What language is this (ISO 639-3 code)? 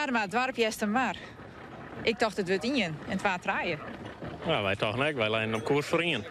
fry